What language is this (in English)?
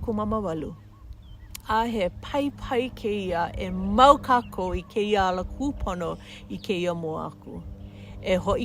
Hawaiian